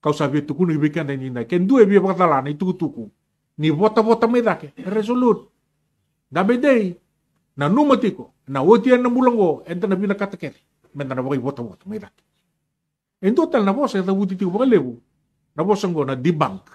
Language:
Fijian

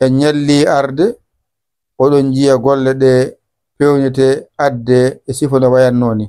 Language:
Fula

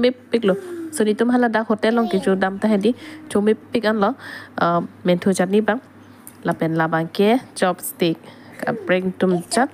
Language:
Karbi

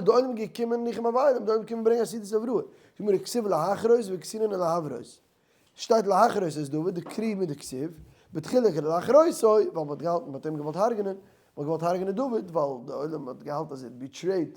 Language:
Yiddish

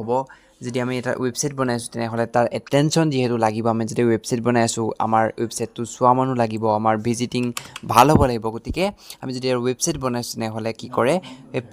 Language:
Assamese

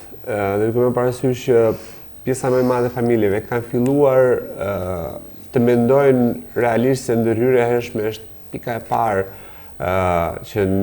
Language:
Albanian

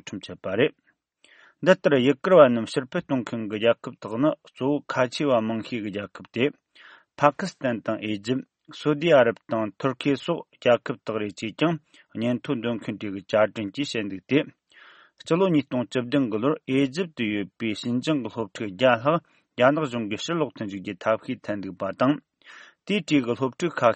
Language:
Tibetan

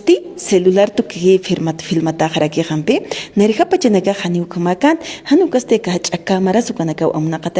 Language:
Aymara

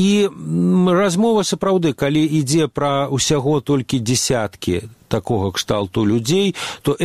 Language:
Belarusian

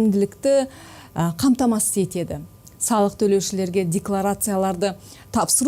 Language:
Kazakh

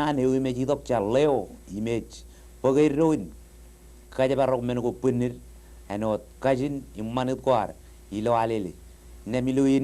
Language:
Marshallese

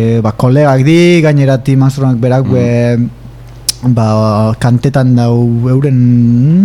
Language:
Basque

